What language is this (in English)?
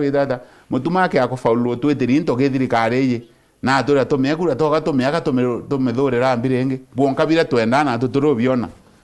Meru